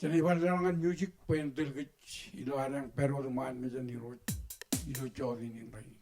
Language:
Marshallese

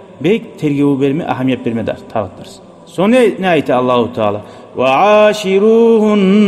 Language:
Kumyk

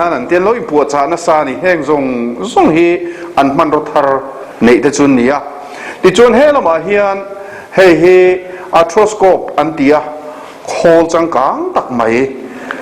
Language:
Mizo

